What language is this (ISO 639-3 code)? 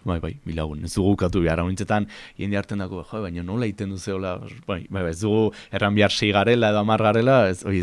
eus